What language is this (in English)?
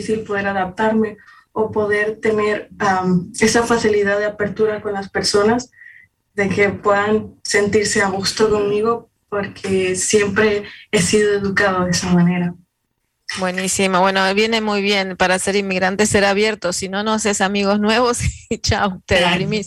Spanish